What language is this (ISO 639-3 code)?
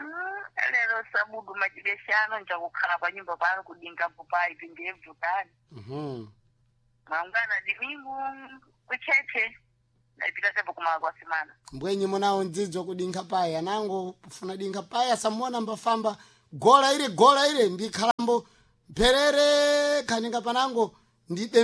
seh